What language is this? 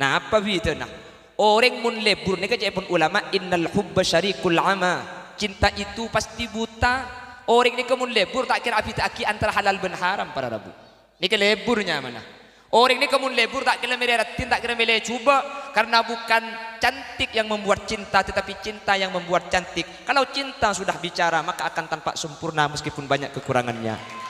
Madurese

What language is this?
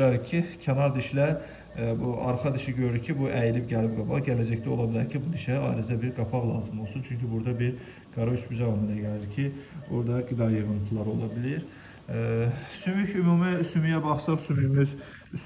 Azerbaijani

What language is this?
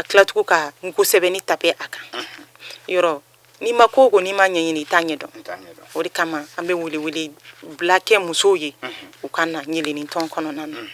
Bambara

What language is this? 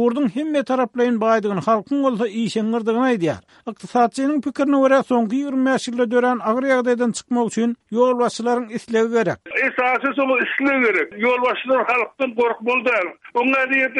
Turkmen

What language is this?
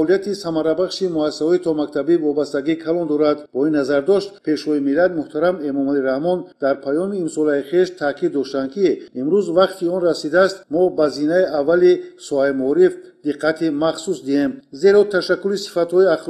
Tajik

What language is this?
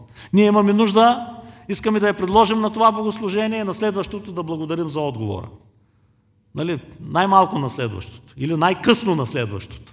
Bulgarian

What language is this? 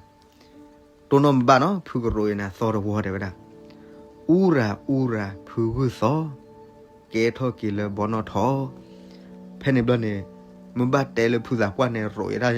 S'gaw Karen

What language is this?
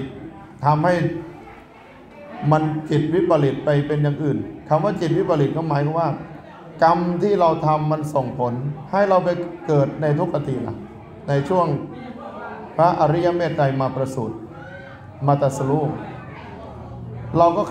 Thai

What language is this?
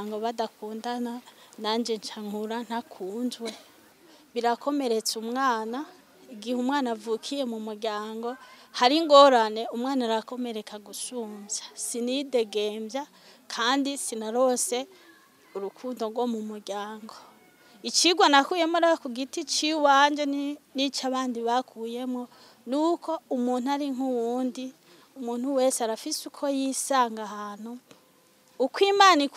Rundi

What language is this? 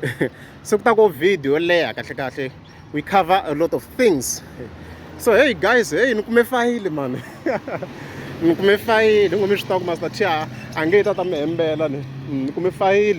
Tsonga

